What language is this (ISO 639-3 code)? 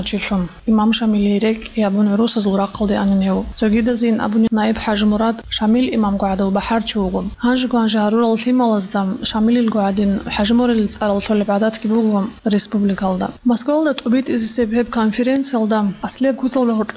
ava